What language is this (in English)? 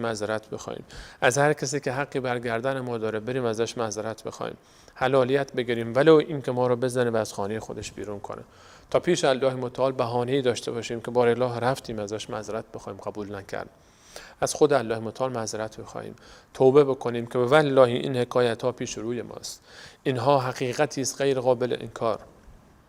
Persian